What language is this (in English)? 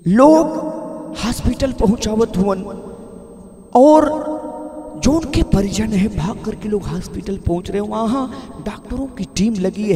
Bhojpuri